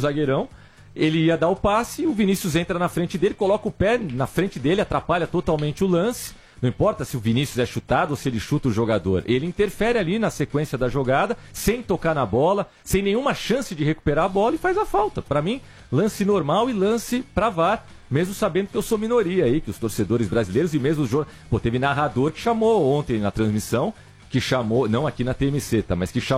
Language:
Portuguese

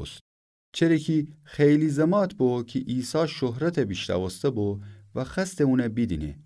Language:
Gilaki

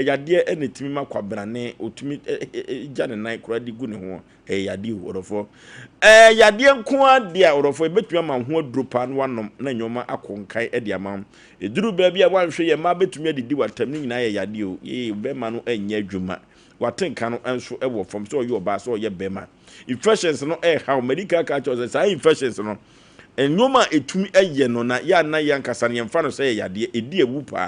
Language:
Akan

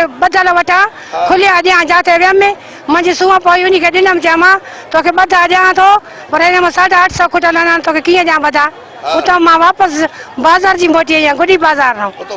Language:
Sindhi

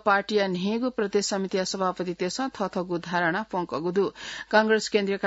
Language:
Newari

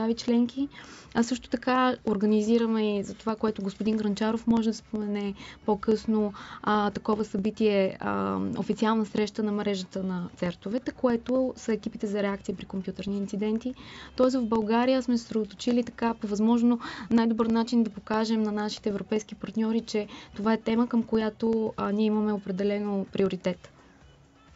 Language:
Bulgarian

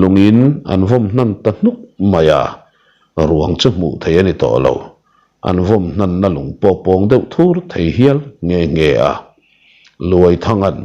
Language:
Mizo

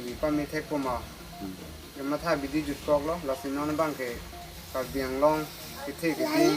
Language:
Karbi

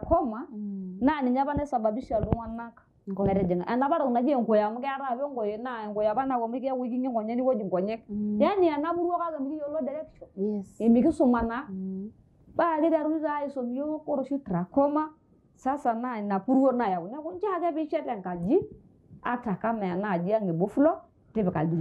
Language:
Masai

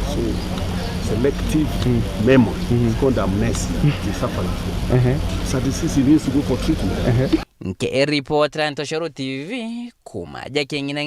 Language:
Meru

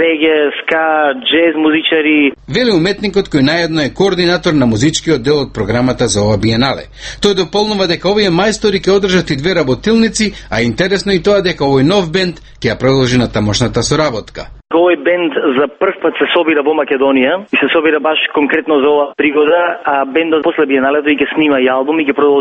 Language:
Macedonian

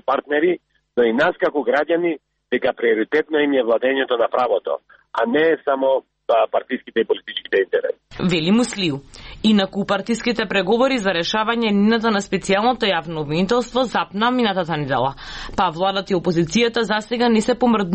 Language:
Macedonian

